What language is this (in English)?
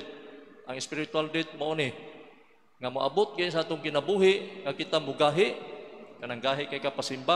Cebuano